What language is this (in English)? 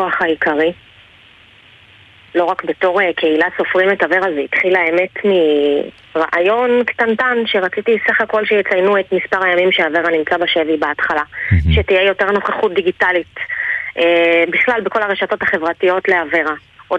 Hebrew